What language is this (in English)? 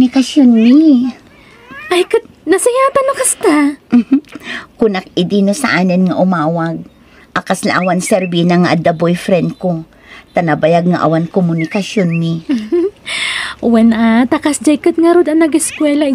Iloko